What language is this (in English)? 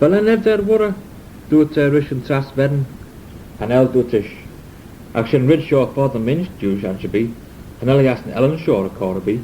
Manx